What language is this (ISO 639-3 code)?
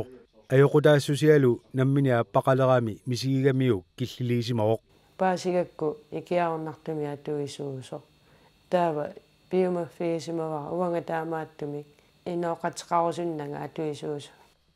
kal